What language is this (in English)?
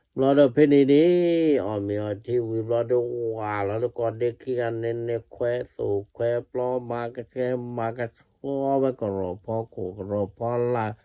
S'gaw Karen